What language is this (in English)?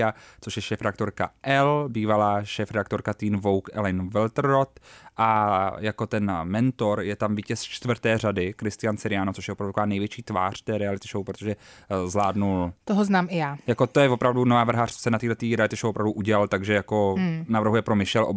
Czech